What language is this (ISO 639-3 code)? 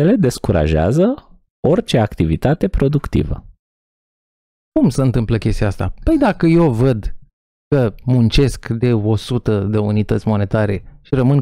ron